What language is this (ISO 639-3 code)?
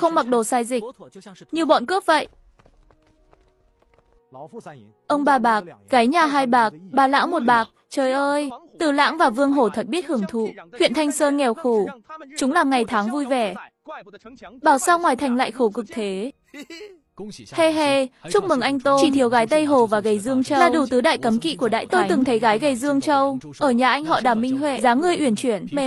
vie